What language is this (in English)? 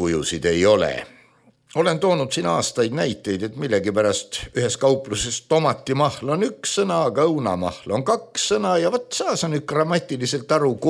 Estonian